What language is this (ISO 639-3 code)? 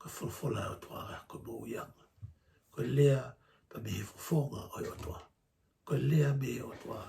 ton